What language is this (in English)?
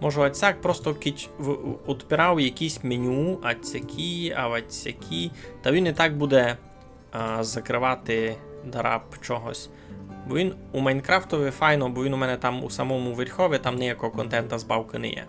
Rusyn